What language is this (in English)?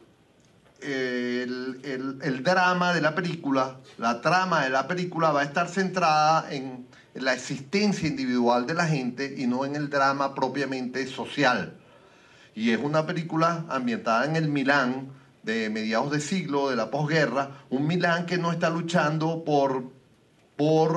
Spanish